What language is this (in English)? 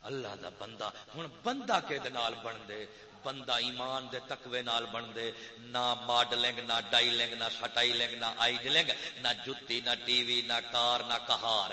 Saraiki